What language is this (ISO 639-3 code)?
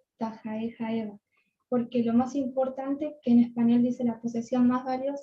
grn